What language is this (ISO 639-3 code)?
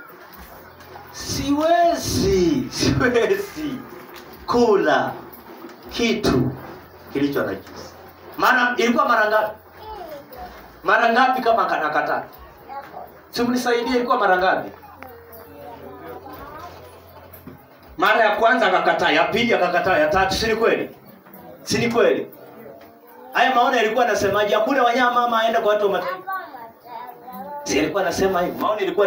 swa